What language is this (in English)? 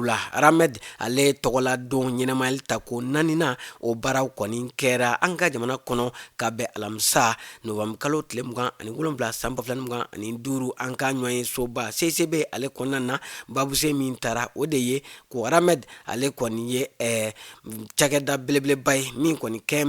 Bambara